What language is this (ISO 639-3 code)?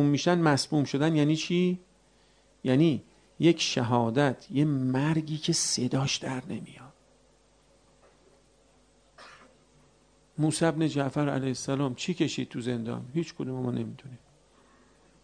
fas